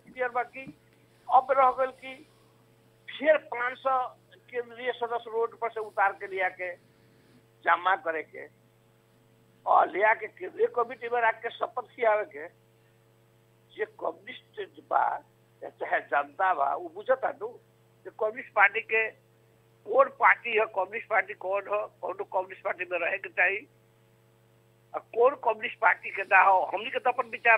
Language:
Bhojpuri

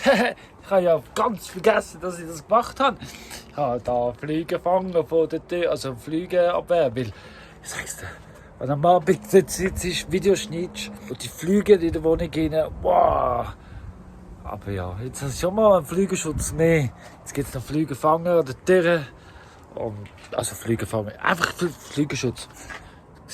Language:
Swiss German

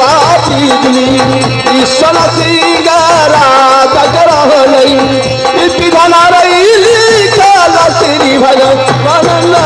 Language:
Maithili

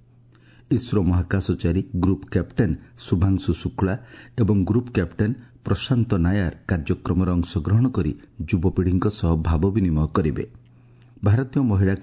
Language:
Odia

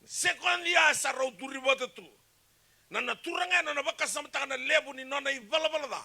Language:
Fijian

